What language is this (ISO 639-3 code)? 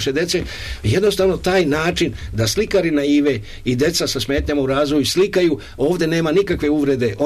srp